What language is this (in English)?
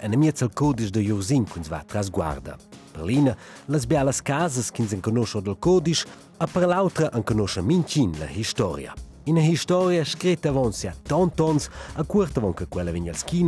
Romansh